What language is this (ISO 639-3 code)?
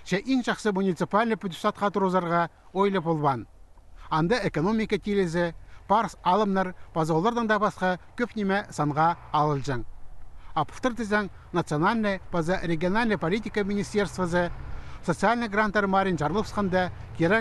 kjh